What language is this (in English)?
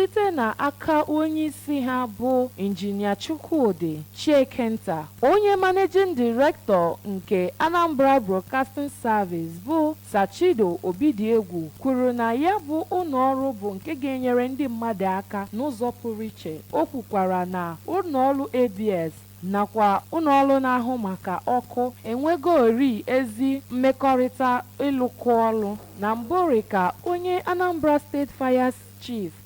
Igbo